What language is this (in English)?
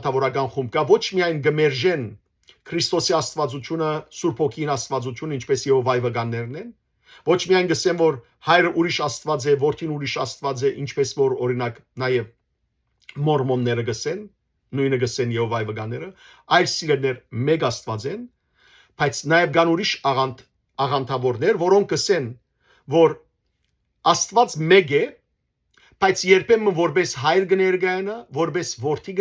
Western Armenian